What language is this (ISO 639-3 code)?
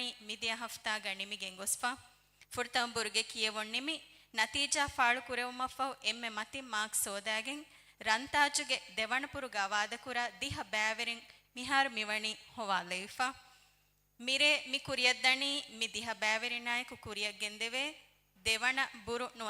div